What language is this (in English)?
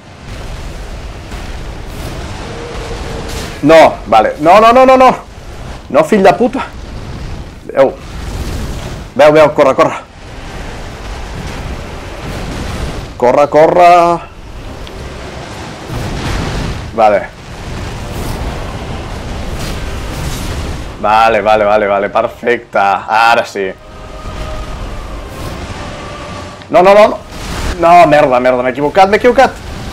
Catalan